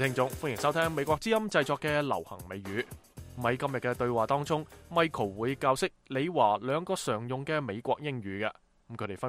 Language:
Cantonese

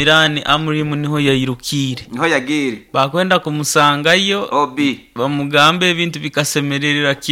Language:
Nyoro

